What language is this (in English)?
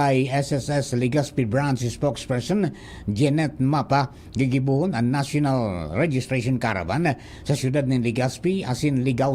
Bikol